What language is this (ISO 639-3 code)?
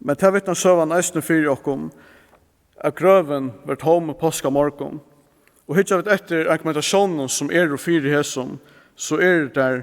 fao